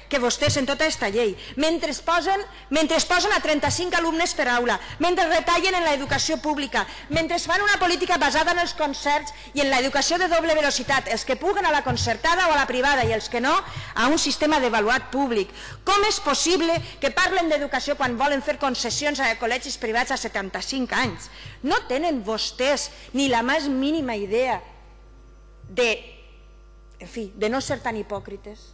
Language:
Catalan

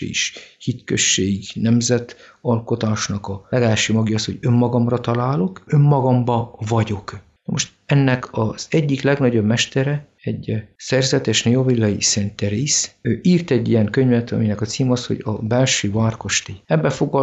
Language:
Hungarian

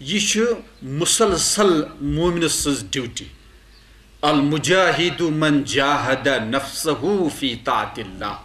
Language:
Kashmiri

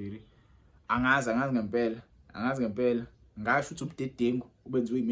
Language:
Zulu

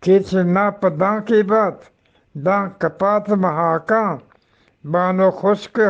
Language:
Eastern Balochi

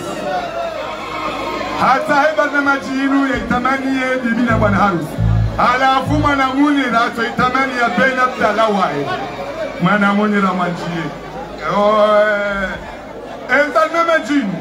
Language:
Swahili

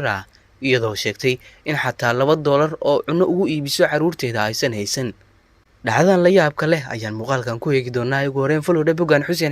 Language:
Somali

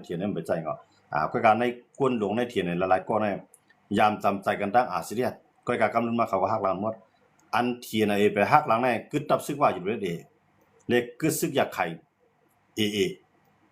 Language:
Shan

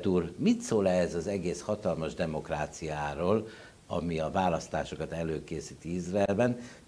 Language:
Hungarian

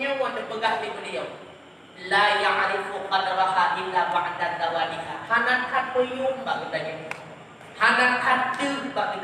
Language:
Achinese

